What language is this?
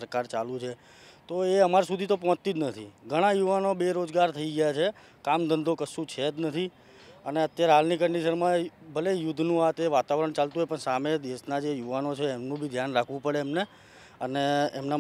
Gujarati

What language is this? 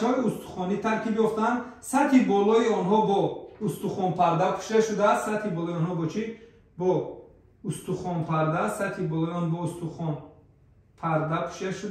Tajik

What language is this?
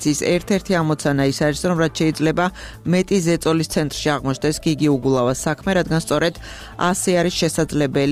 Georgian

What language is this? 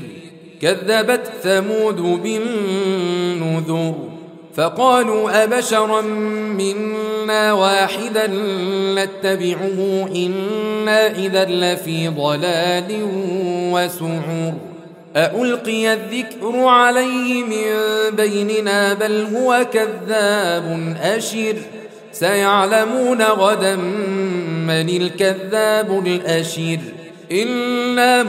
Arabic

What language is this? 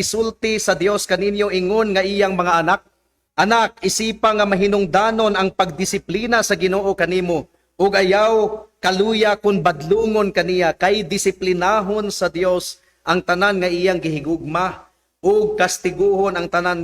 Cebuano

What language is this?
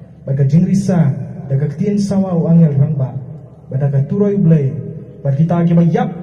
Khasi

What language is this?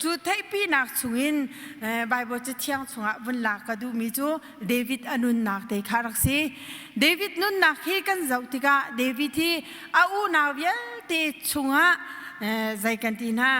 Hakha Chin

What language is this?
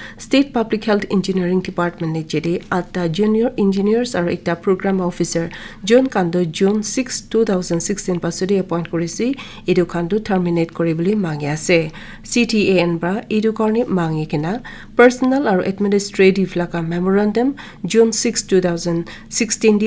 Naga Pidgin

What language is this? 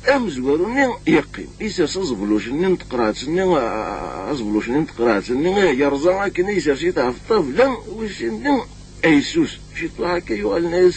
Kabyle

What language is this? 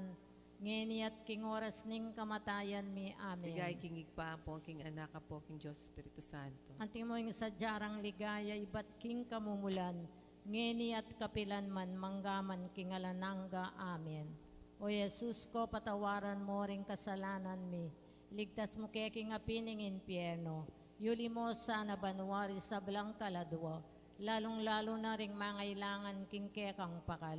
Pampanga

